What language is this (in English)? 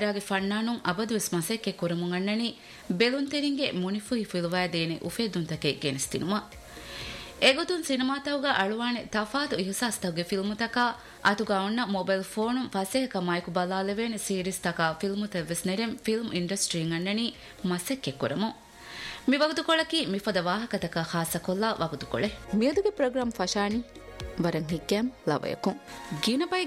Divehi